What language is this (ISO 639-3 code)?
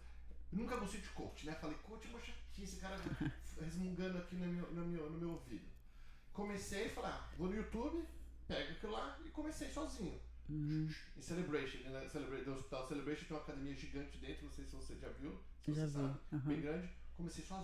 por